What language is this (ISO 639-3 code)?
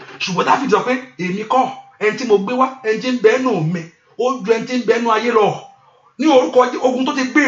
yor